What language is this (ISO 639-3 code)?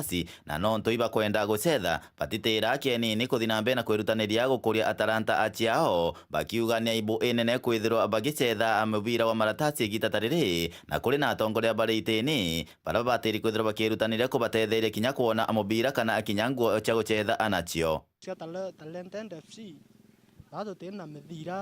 mer